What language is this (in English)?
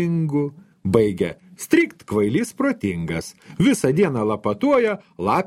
Lithuanian